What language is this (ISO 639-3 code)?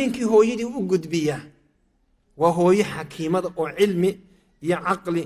som